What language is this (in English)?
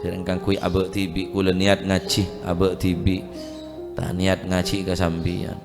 Madurese